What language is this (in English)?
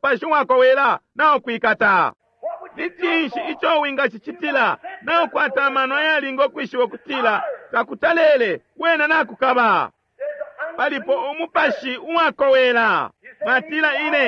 Bemba